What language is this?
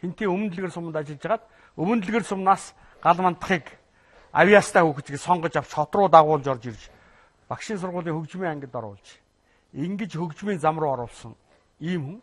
Mongolian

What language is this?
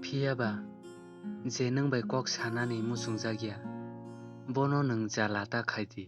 Kok Borok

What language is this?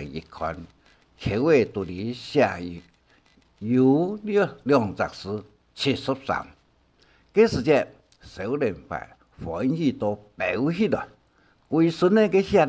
Hakka Chinese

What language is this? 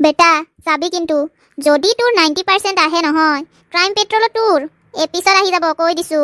Assamese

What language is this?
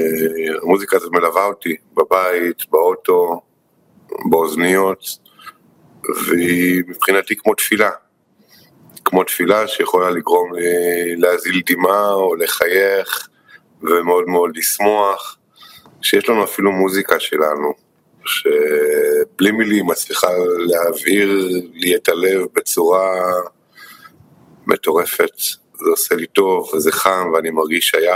Hebrew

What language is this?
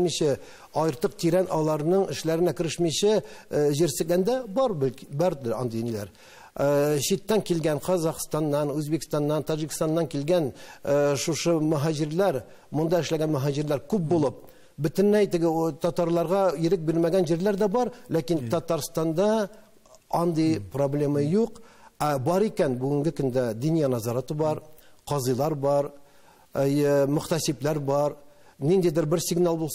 Tatar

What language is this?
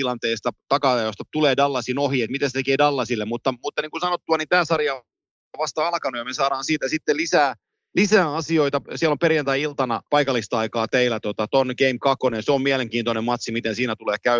Finnish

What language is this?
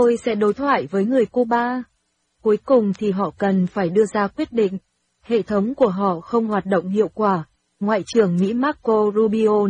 Vietnamese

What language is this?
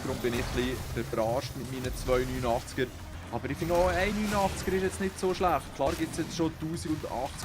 Swiss German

